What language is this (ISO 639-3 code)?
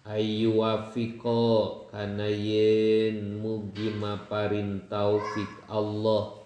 sun